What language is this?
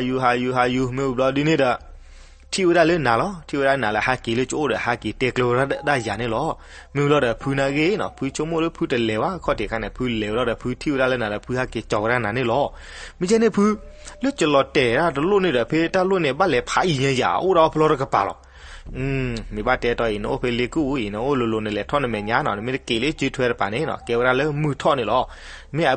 S'gaw Karen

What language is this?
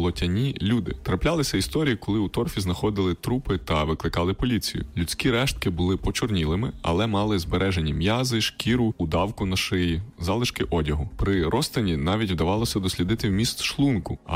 Ukrainian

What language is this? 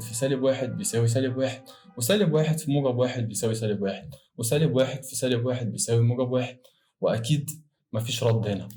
Egyptian Arabic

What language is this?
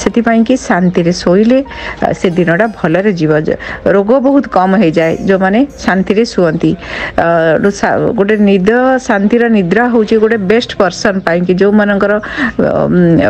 Odia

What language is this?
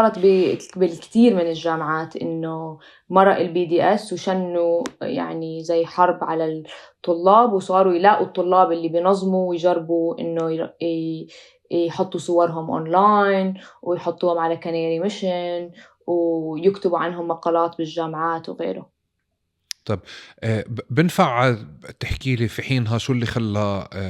North Levantine Arabic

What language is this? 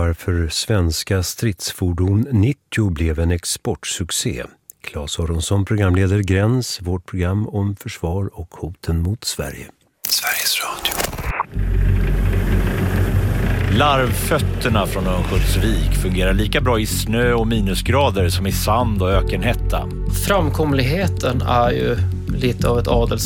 Swedish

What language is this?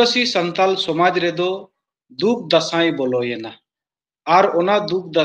Santali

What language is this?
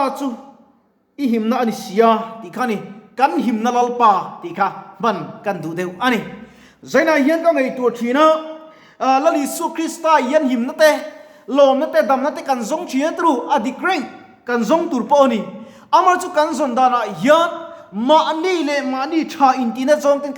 Mizo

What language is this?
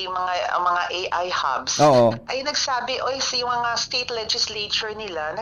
Bikol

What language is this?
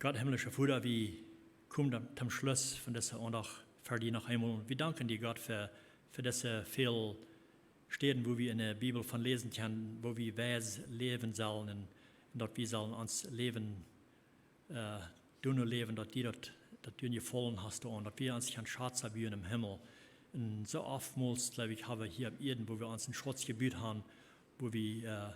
Plautdietsch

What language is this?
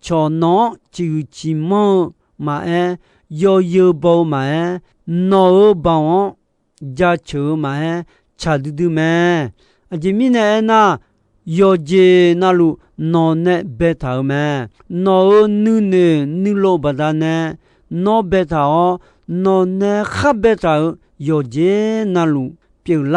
Akha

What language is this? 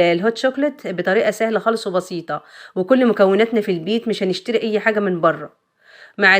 Egyptian Arabic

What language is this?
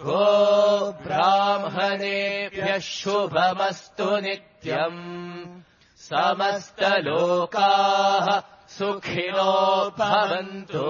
Sanskrit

